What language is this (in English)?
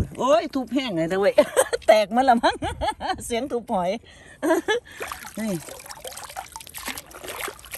Thai